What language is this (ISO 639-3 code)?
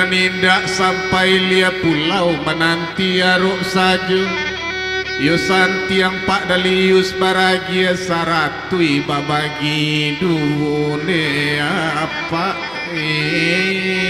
min